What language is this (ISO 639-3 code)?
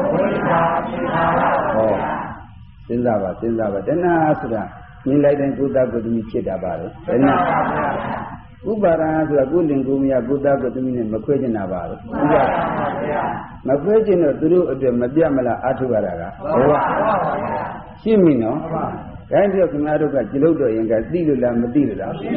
mya